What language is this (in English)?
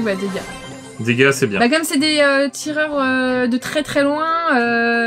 French